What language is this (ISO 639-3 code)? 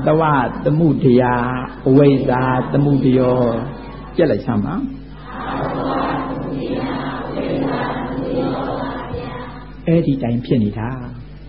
mya